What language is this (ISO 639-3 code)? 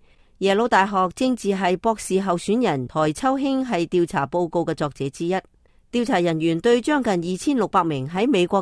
yue